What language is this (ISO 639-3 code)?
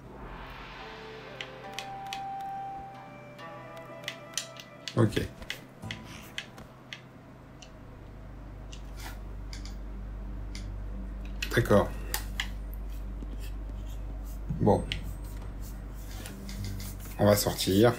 fra